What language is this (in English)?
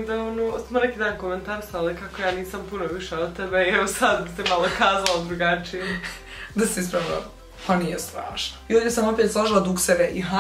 Croatian